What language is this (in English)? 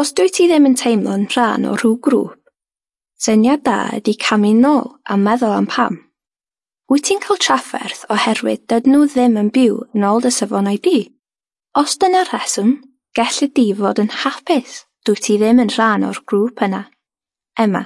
Welsh